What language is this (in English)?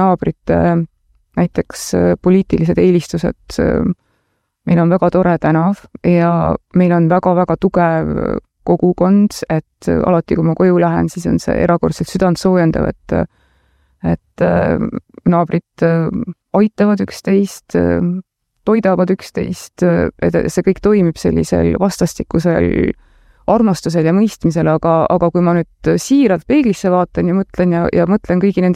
Estonian